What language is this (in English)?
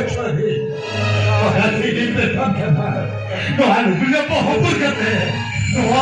Santali